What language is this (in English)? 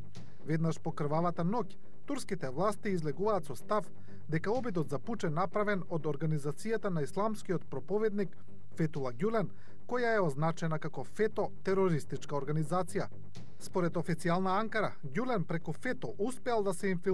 Macedonian